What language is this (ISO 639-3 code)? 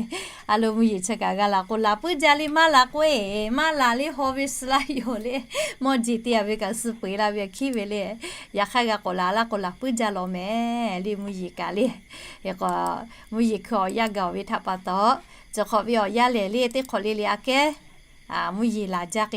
lhu